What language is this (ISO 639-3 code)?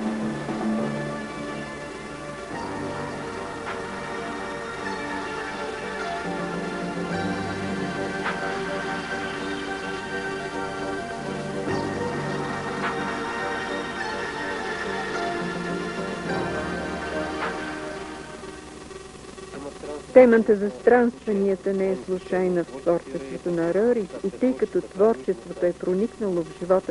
bul